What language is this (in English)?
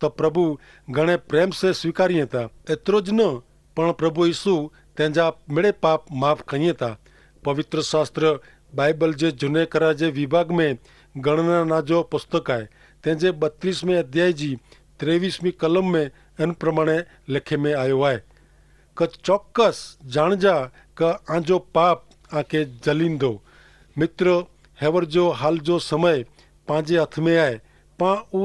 Kachhi